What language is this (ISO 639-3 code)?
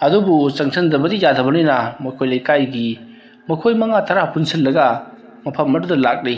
mni